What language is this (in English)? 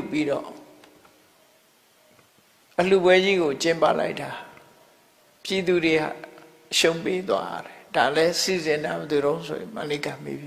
Burmese